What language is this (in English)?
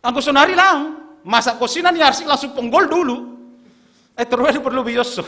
Batak Simalungun